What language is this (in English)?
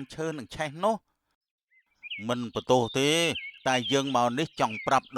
Khmer